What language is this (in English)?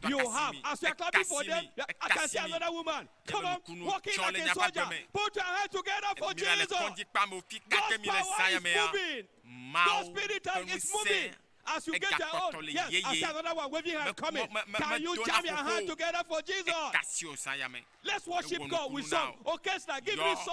Ewe